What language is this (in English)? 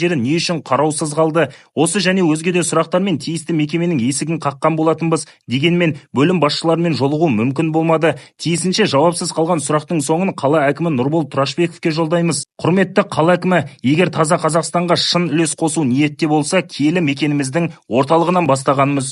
Kazakh